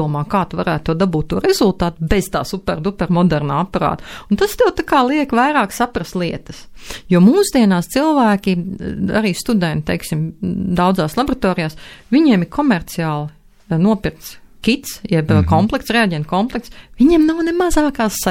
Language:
Latvian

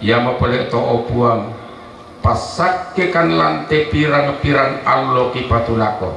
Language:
Toraja-Sa'dan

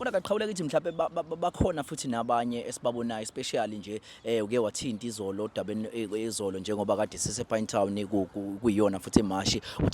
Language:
Zulu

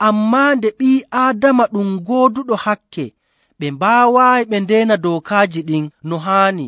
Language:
Nigerian Fulfulde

